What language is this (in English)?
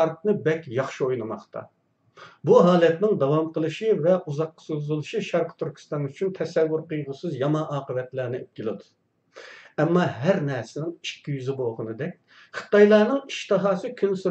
Uyghur